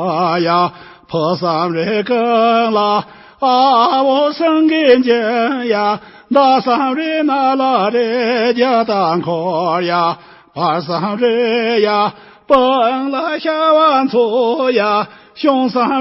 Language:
Tibetan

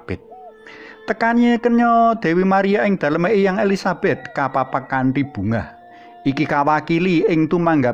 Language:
Javanese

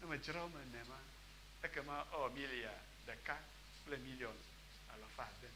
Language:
Ewe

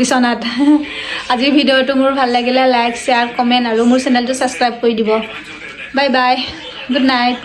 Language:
Assamese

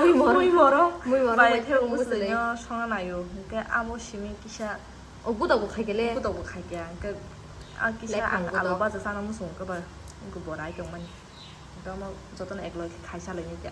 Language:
Kok Borok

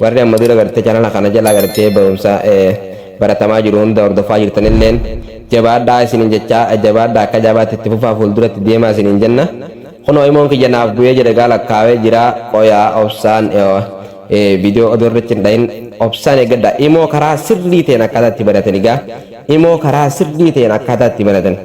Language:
Oromo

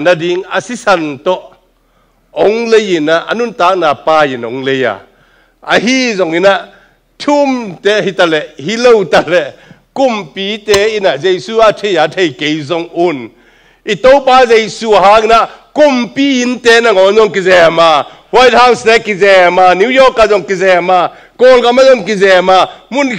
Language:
Tedim Chin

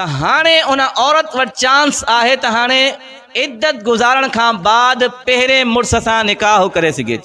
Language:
Sindhi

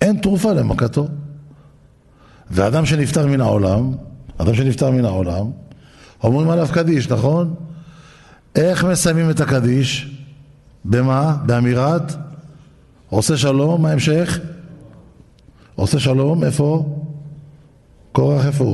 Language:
Hebrew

